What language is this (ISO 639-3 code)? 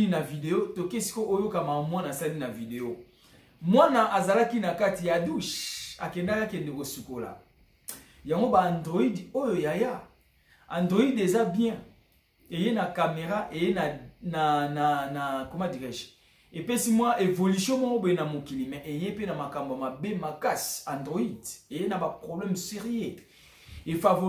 lin